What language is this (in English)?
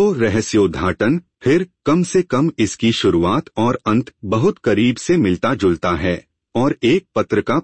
Hindi